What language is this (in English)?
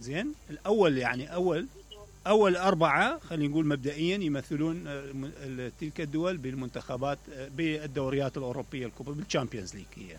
Mesopotamian Arabic